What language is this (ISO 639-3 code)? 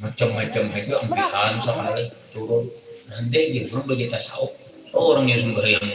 bjn